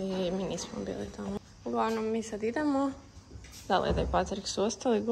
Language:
Croatian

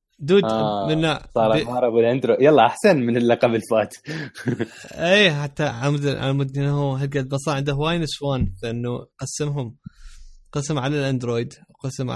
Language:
Mesopotamian Arabic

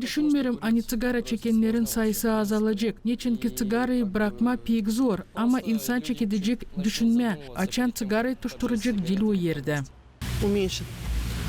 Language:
Gagauz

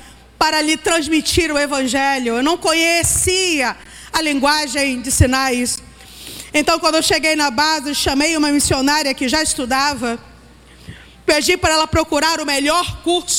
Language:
Portuguese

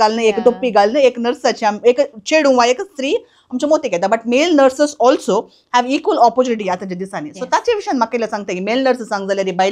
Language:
Konkani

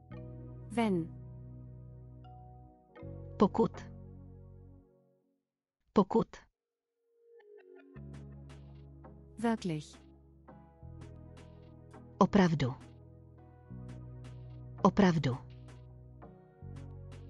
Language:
Czech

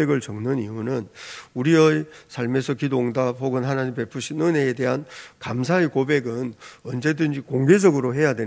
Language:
Korean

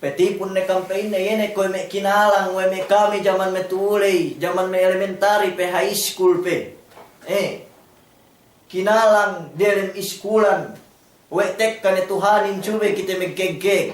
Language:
Yakan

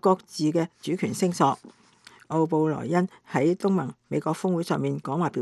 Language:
Cantonese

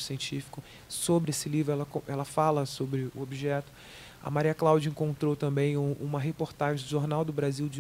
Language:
Portuguese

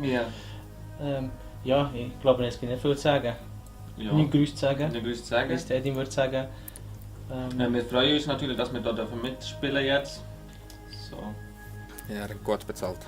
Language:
Swiss German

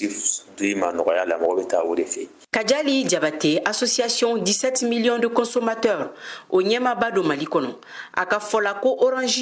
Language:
Bambara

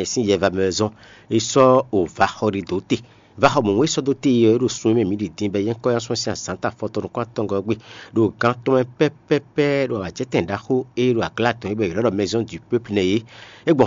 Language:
Fon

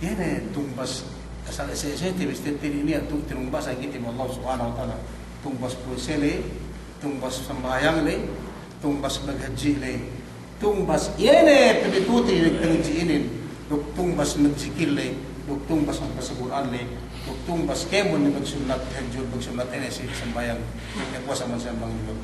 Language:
Yakan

